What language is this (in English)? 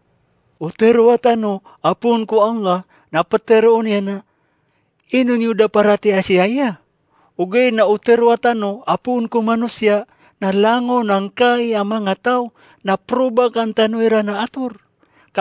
Maranao